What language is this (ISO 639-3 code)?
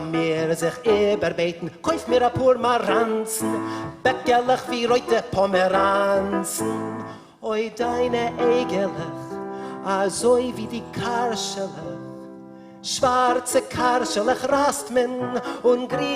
yid